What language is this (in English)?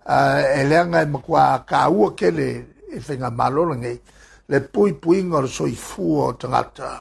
Samoan